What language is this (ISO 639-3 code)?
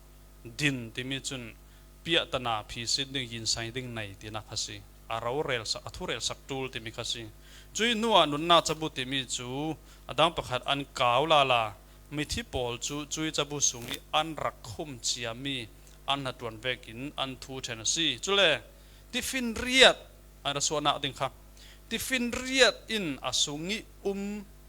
cfm